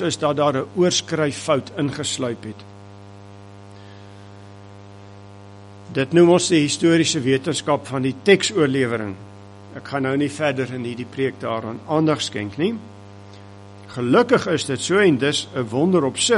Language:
Afrikaans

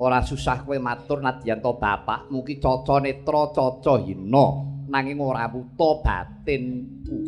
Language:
Javanese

